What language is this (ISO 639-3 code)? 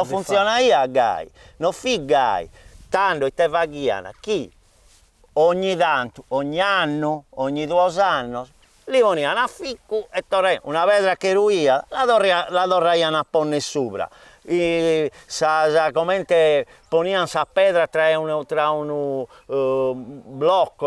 srd